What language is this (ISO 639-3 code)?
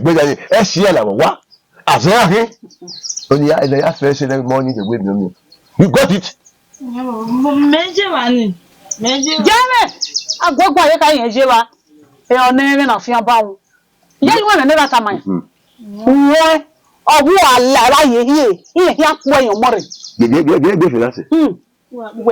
bin